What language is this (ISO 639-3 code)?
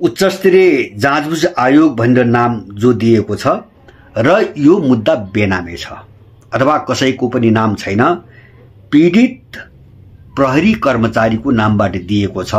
nep